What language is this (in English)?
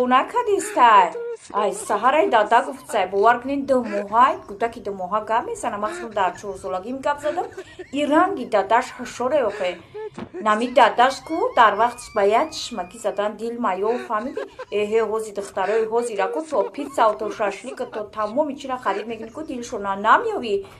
Tajik